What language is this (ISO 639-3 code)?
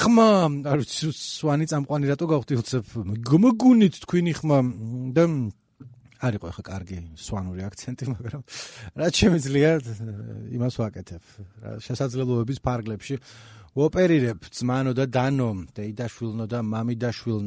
kat